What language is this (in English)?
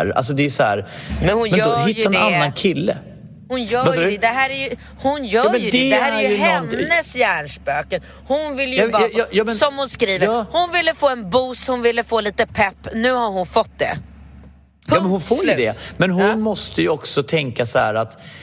Swedish